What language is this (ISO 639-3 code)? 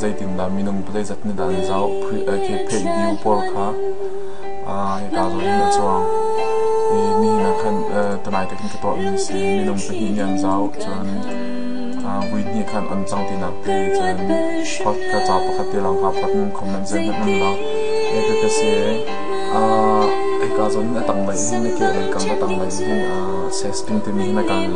cnh